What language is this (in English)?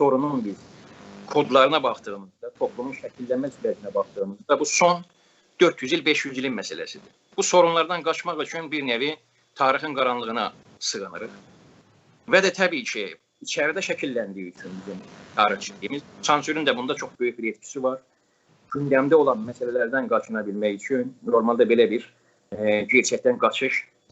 South Azerbaijani